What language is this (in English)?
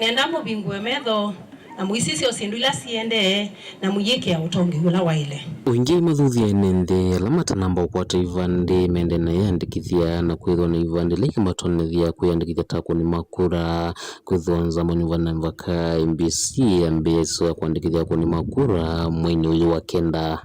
Kamba